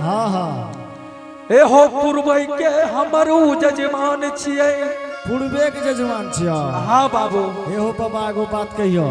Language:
Angika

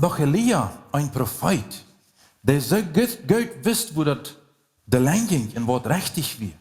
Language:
Plautdietsch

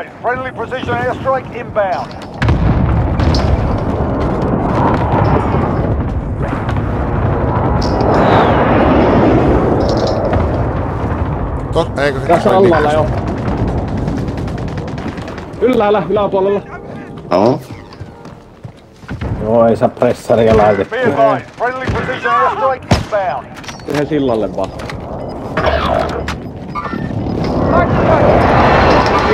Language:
Finnish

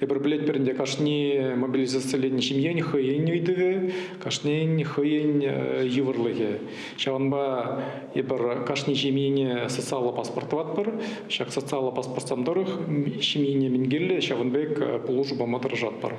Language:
Chuvash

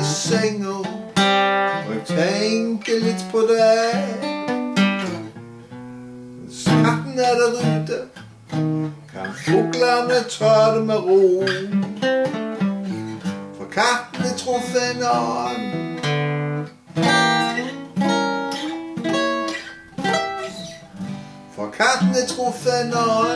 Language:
Norwegian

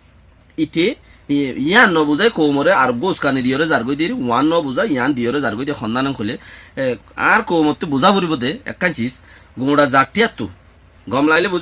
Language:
Rohingya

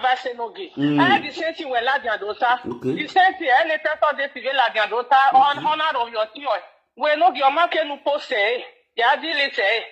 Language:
Nigerian Pidgin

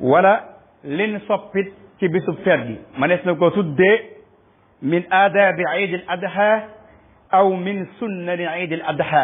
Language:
Wolof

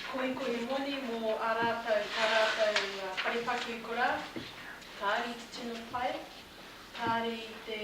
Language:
Māori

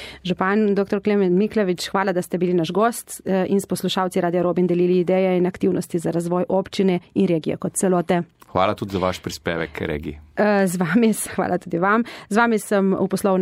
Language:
Slovenian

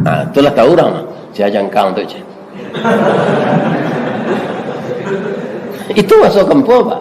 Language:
Minangkabau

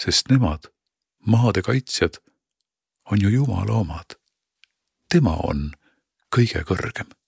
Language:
Estonian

